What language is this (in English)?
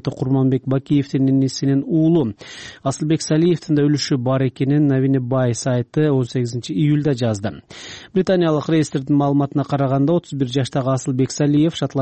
Kyrgyz